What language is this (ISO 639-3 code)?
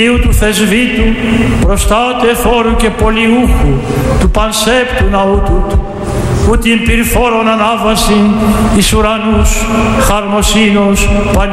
ell